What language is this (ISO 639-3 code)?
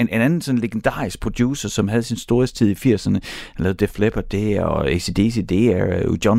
dan